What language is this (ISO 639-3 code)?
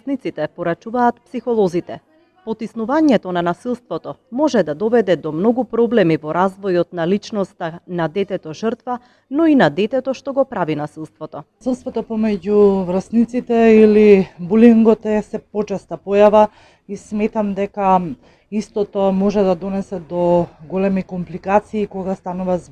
mkd